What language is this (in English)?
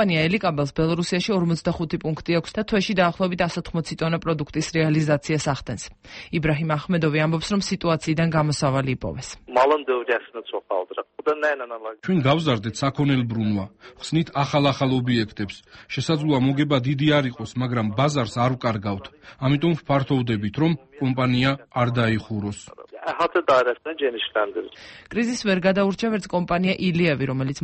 Georgian